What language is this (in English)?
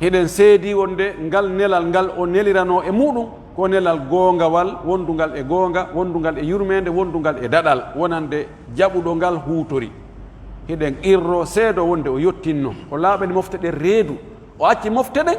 Pular